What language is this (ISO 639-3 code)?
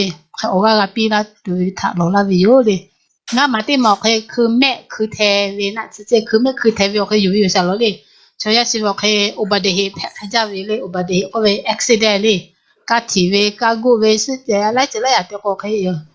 lhu